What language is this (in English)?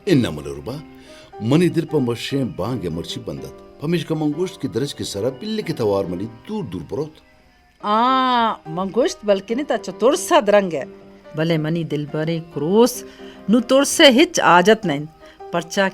Baluchi